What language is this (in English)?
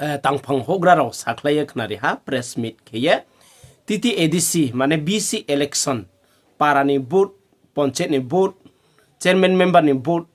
Riang (India)